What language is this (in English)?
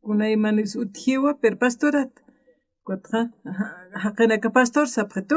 Aymara